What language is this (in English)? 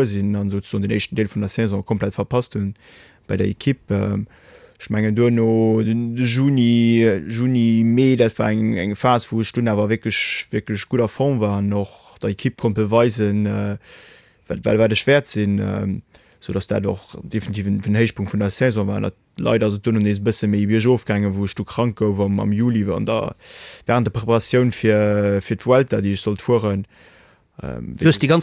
Luxembourgish